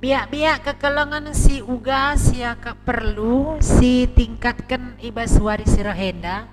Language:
Batak Karo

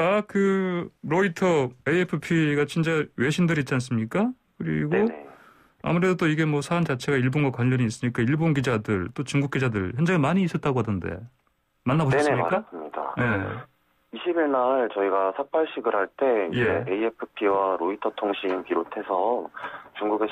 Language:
Korean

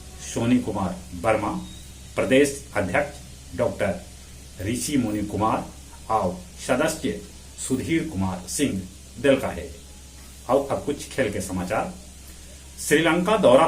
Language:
Magahi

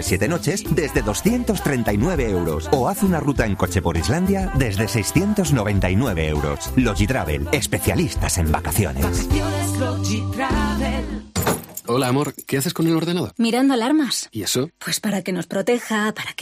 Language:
Spanish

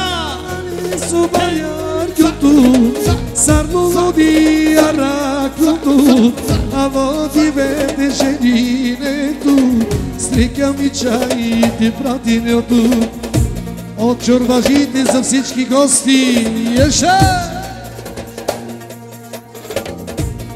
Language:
Bulgarian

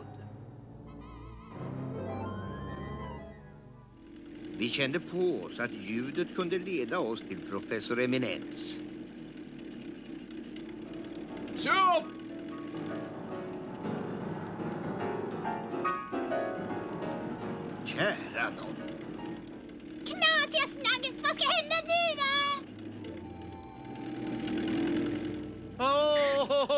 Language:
Swedish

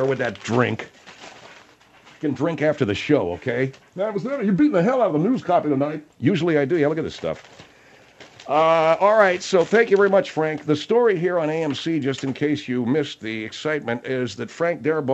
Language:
English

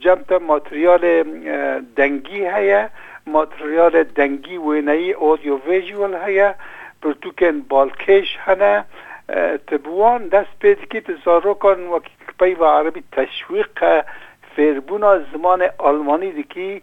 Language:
Kurdish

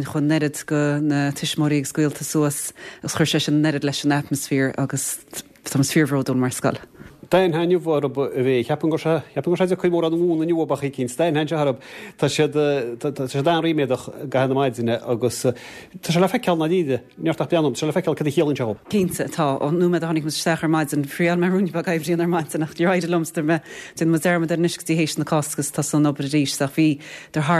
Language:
Irish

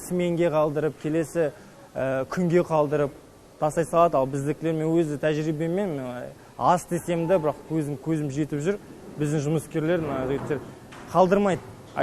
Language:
Kazakh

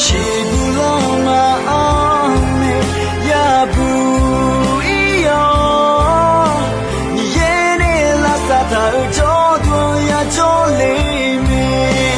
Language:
Akha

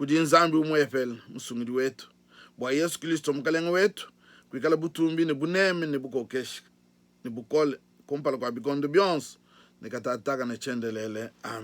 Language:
Luba-Lulua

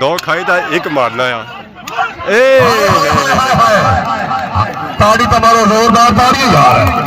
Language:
Pahari-Potwari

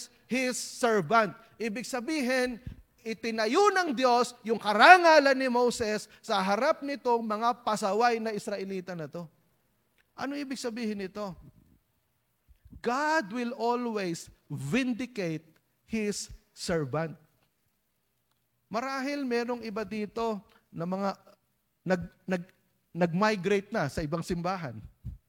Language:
Filipino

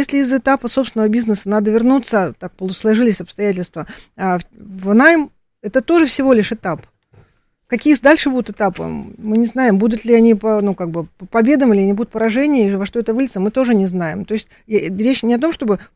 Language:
Russian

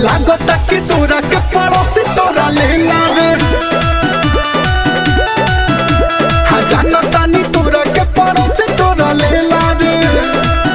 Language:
Bhojpuri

